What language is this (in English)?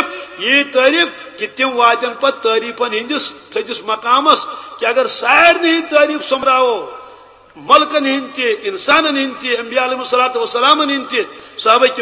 Kashmiri